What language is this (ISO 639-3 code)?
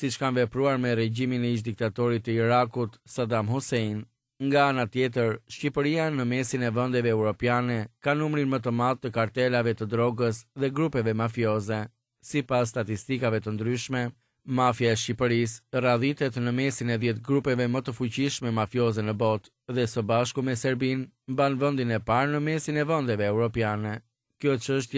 sqi